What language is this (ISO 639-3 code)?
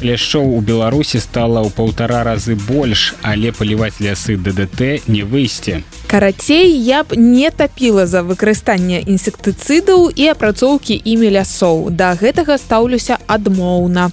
bel